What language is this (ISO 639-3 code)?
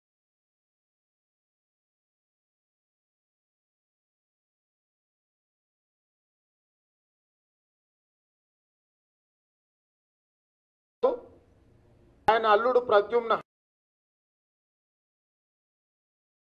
tel